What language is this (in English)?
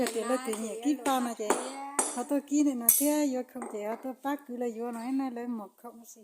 Hmong